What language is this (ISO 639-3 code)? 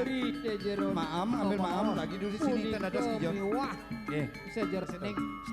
ban